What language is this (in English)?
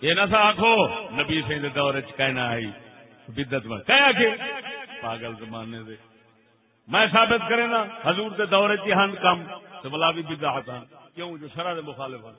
Saraiki